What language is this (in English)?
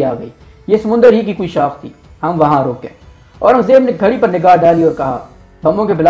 Urdu